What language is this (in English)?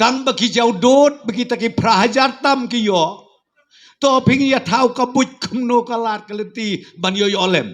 Khasi